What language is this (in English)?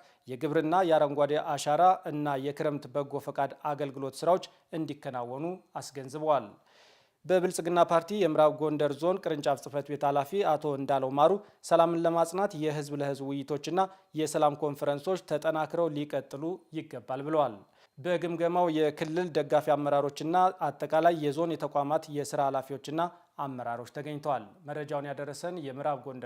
Amharic